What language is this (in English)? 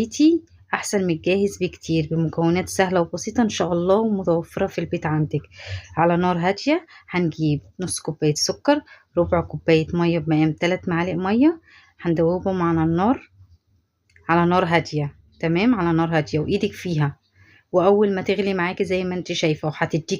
Egyptian Arabic